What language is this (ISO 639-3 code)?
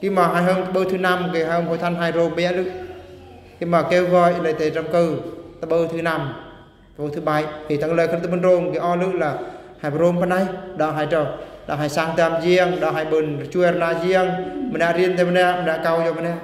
bru